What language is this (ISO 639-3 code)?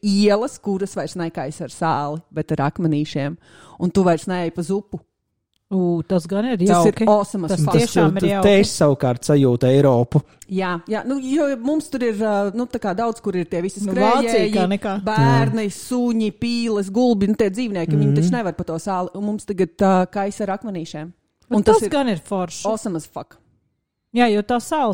lav